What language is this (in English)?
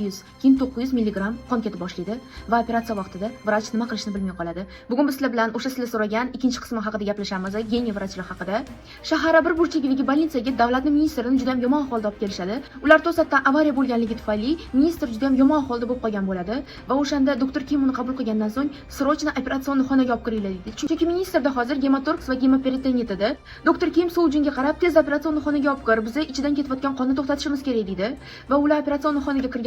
Uzbek